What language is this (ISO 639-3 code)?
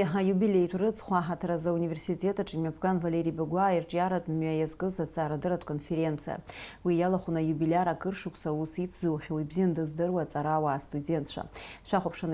abk